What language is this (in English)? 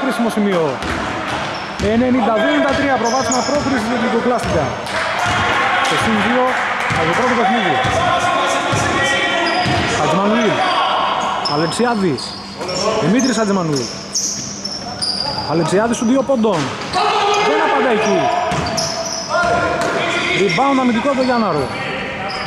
Greek